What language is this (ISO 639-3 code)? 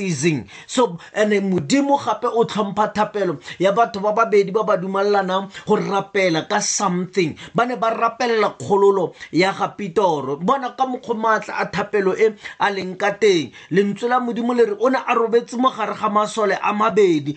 tsn